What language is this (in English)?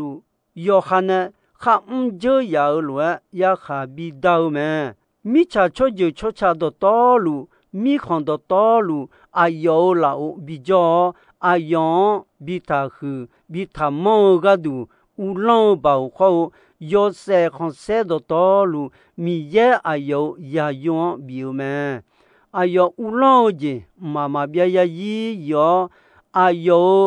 Akha